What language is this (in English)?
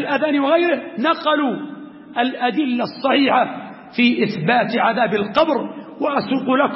Arabic